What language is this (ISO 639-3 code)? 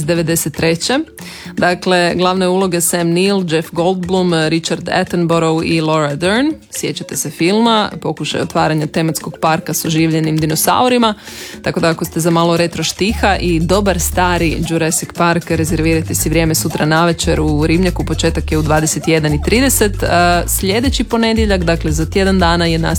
hrv